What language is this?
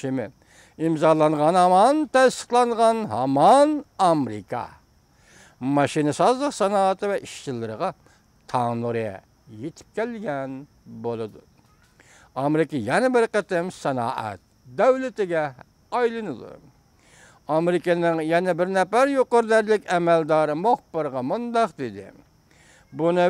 Uyghur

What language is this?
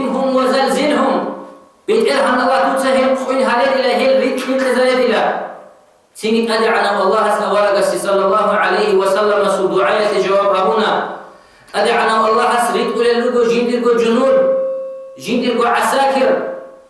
Avaric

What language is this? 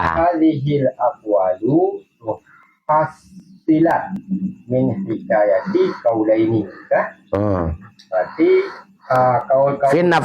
Achinese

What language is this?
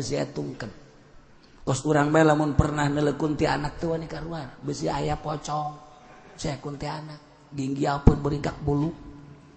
Sundanese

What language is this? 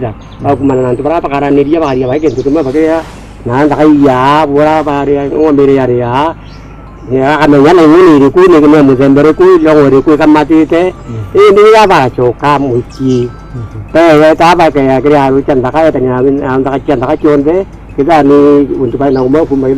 Meru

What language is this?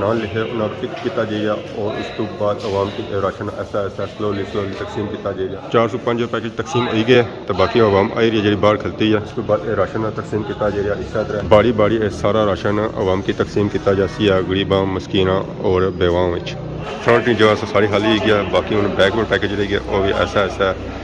Pahari-Potwari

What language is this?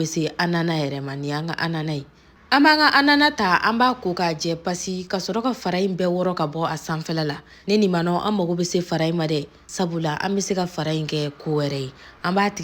Bambara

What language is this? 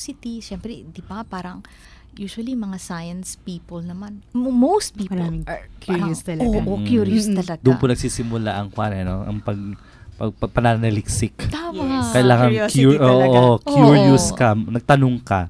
Filipino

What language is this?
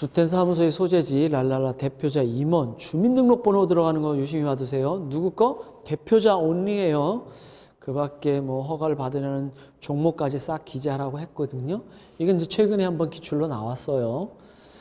Korean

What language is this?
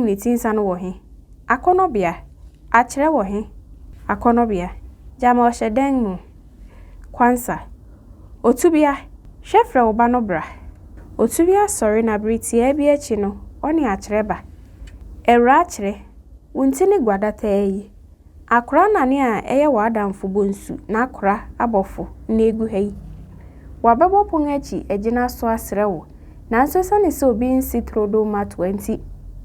Akan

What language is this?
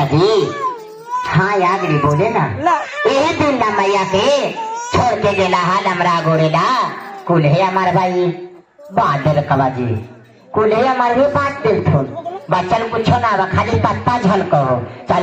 Magahi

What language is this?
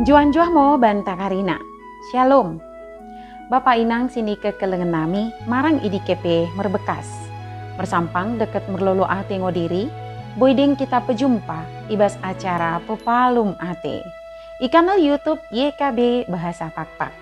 Batak Dairi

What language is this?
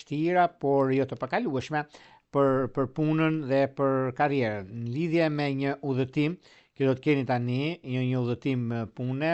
Albanian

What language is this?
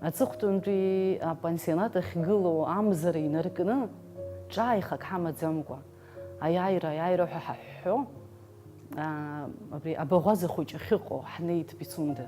Abkhazian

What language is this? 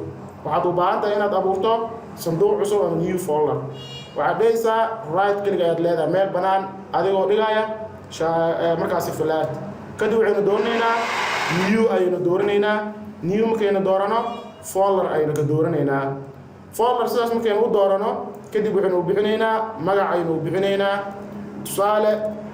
Somali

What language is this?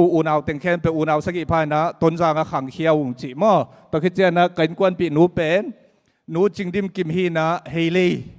Tedim Chin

